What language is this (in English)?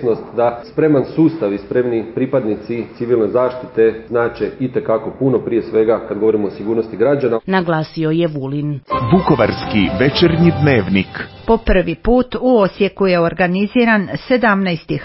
Croatian